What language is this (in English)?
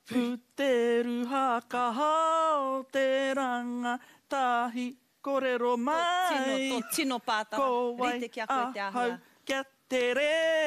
Māori